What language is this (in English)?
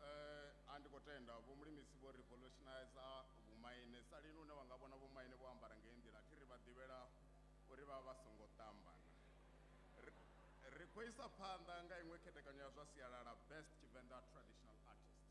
Venda